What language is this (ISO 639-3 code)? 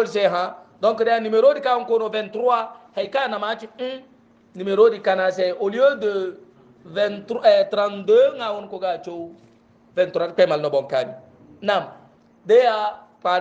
hau